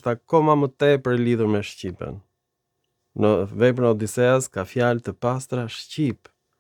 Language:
Albanian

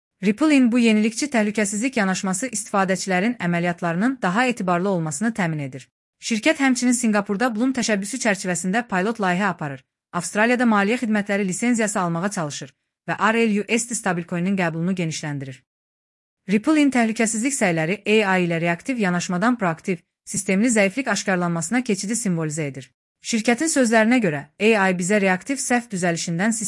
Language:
Azerbaijani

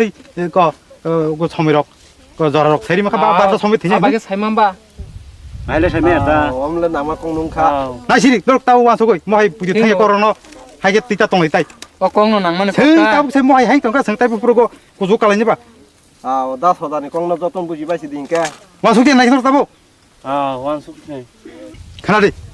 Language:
Kok Borok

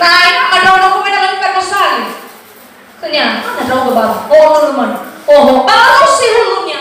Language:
Nias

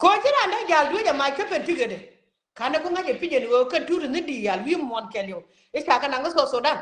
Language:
Nuer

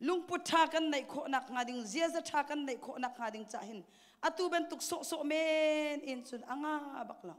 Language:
Hakha Chin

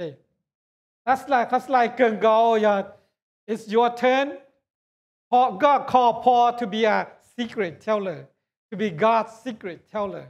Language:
Hmong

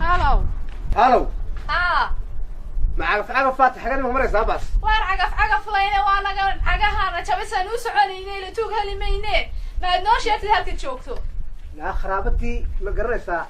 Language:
Somali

